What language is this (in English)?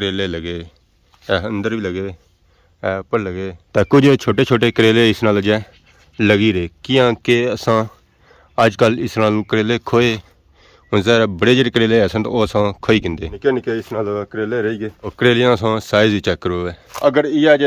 Pahari-Potwari